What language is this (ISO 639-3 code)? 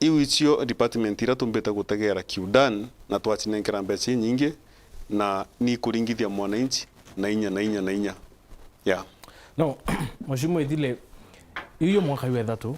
mer